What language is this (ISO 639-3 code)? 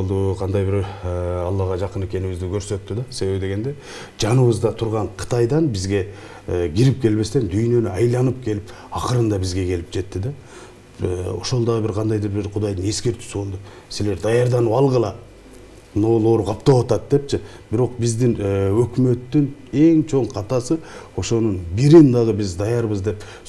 kir